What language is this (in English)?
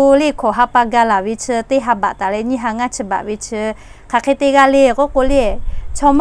Lahu